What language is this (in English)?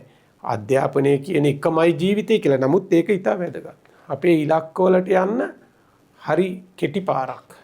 Sinhala